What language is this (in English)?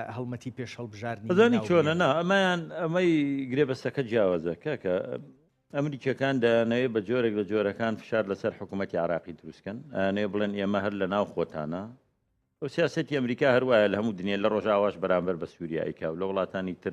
Central Kurdish